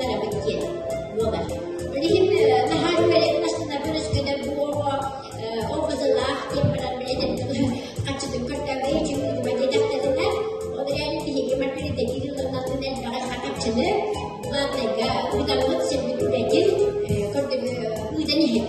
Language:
Yakut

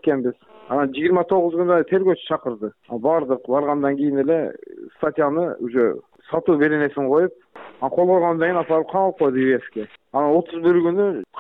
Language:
Kyrgyz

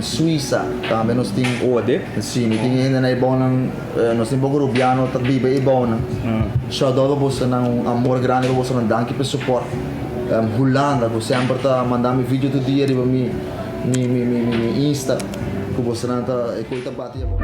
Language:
Papiamento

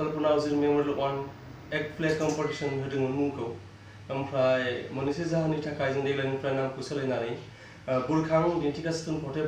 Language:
Bodo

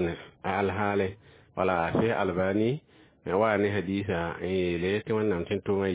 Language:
Mossi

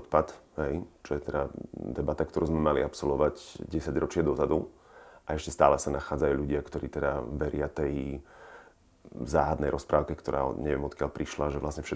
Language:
Slovak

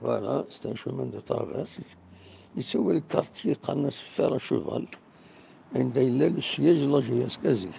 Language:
Kabyle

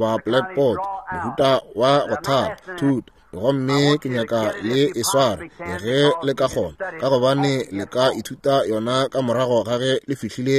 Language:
Northern Sotho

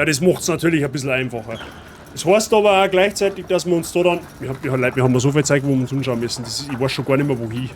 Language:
Bavarian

